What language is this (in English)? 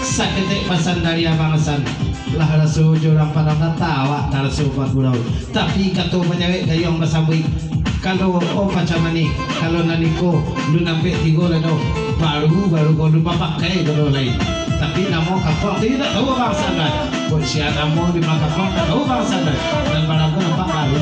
Minangkabau